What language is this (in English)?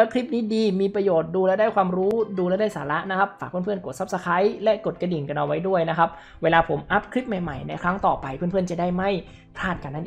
Thai